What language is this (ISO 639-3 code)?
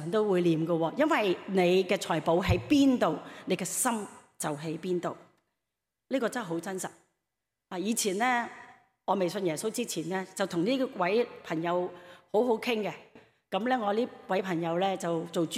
yue